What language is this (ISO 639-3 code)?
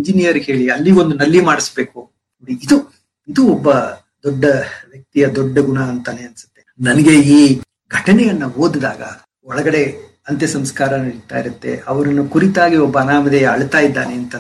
kan